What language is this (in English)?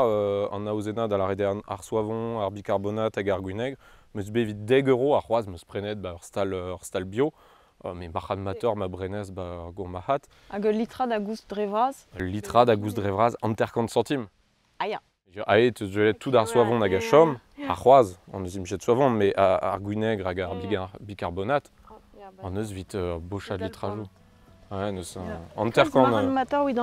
Breton